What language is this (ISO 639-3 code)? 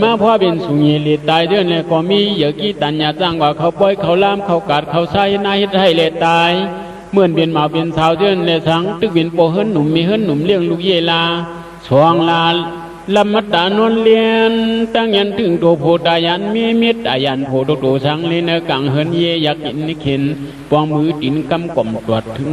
shn